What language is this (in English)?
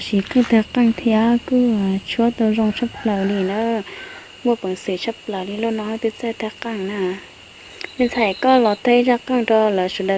Hmong